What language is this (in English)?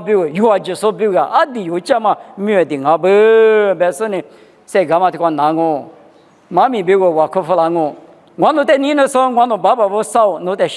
Lisu